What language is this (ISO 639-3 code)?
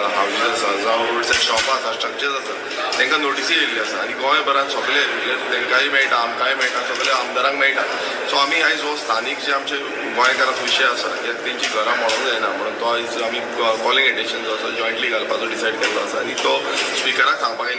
kok